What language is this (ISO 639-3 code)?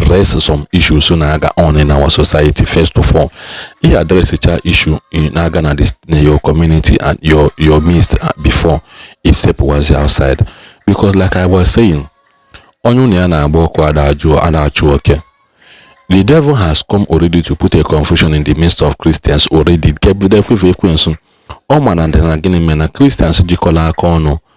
ibo